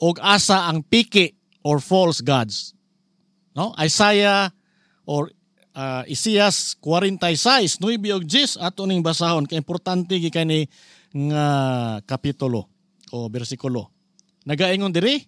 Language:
Cebuano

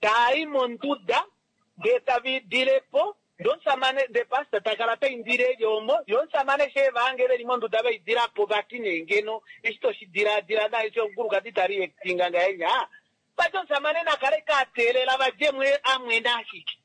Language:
Kuanyama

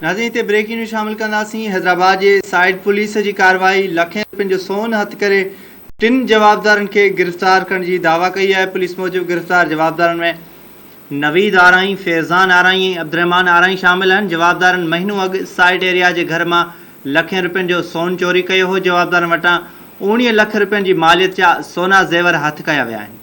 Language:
Sindhi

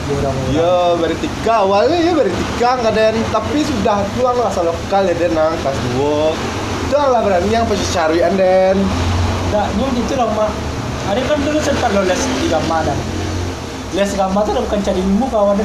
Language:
Minangkabau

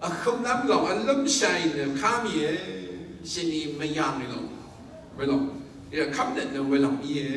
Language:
Rawang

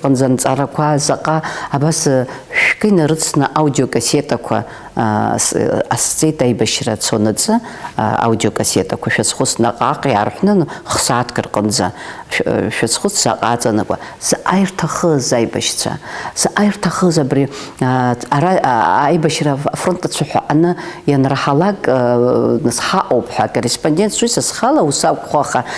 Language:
Abkhazian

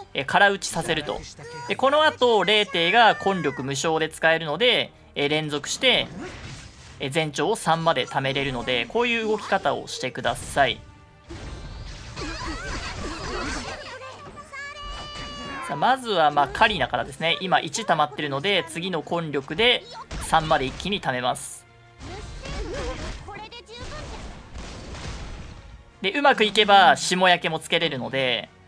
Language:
Japanese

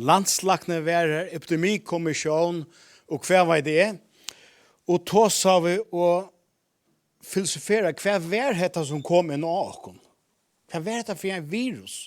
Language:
Faroese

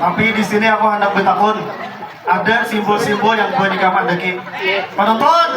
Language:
Banjar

